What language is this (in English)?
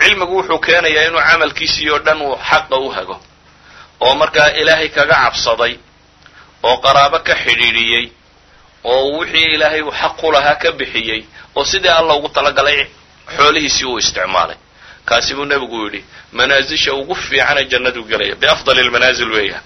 Somali